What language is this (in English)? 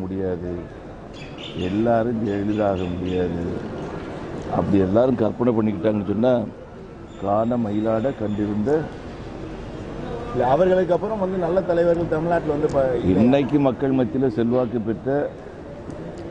Tamil